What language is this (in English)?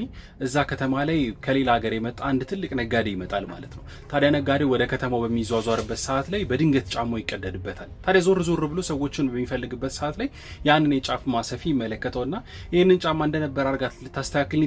Amharic